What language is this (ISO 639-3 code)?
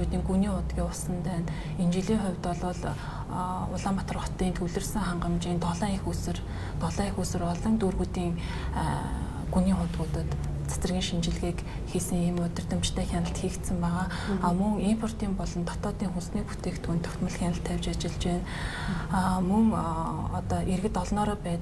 mon